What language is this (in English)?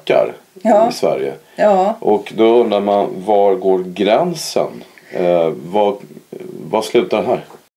Swedish